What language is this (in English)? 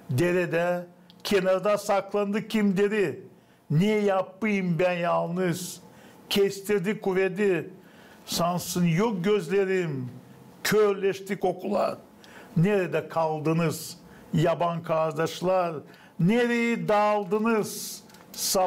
Gagauz